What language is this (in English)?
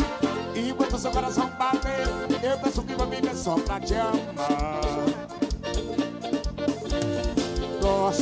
Portuguese